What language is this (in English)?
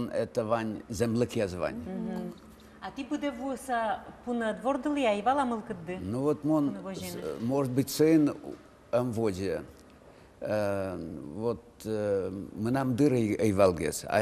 Udmurt